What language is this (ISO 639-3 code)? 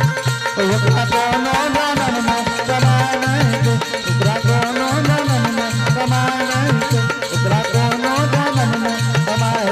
anp